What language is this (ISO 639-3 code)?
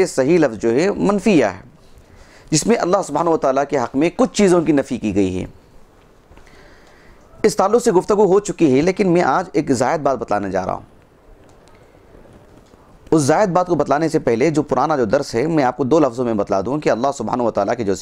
urd